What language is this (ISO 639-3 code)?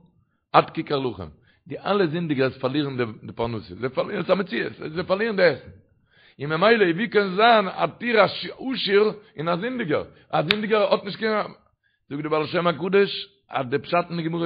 yid